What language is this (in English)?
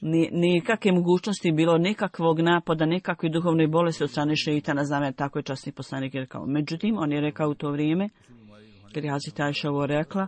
Bosnian